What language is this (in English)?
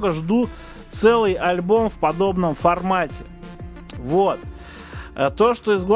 Russian